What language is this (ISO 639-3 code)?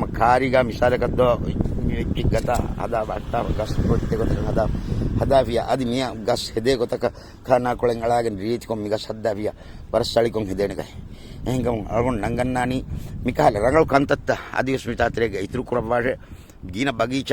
div